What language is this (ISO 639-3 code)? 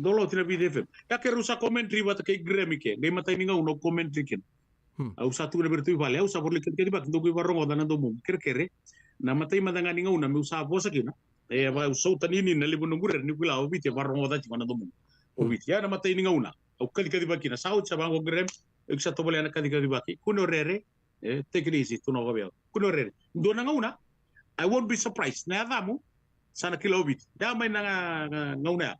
fij